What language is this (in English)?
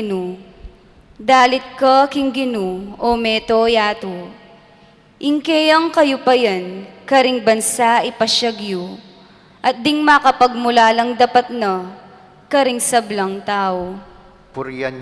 Pampanga